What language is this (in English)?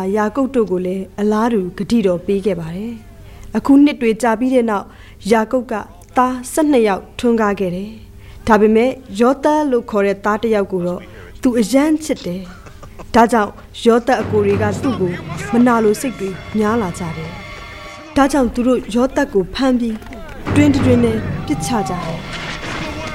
Burmese